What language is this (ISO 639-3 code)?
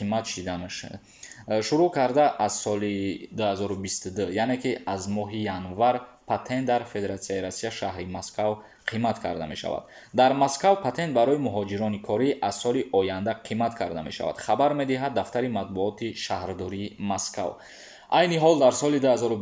tgk